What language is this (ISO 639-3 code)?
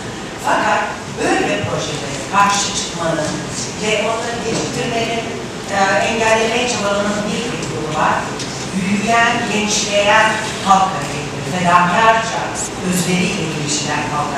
tur